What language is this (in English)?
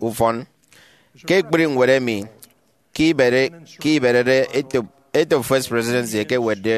Efik